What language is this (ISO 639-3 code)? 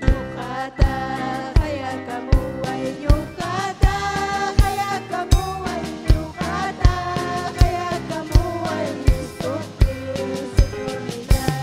quy